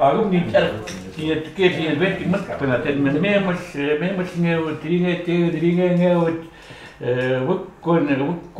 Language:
Chukot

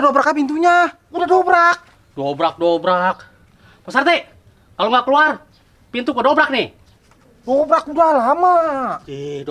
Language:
Betawi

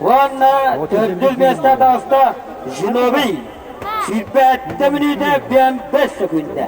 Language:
Yakut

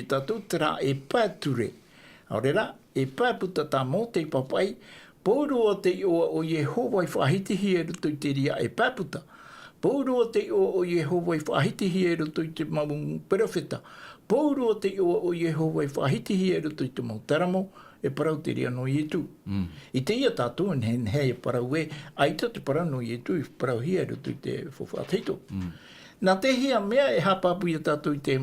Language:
Tahitian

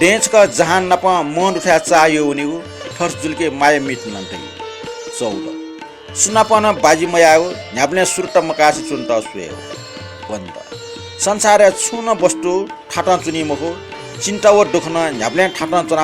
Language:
Newari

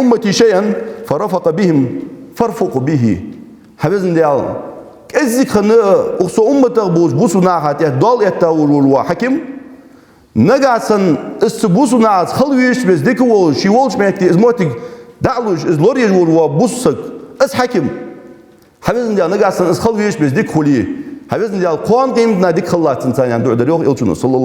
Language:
Ingush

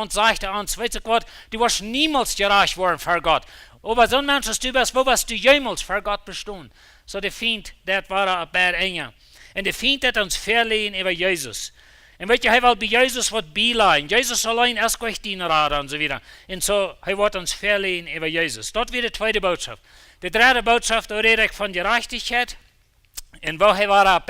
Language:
Plautdietsch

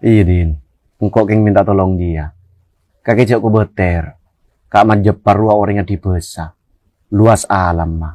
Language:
Madurese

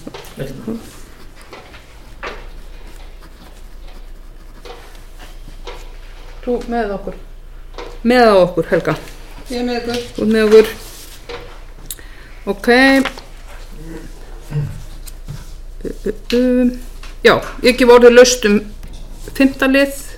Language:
Icelandic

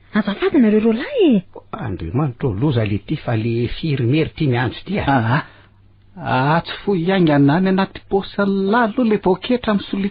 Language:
Malagasy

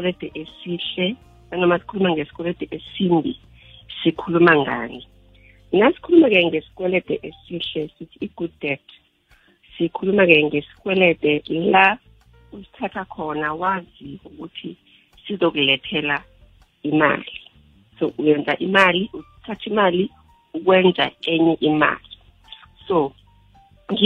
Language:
South Ndebele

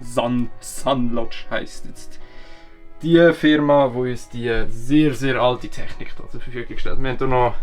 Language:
Swiss German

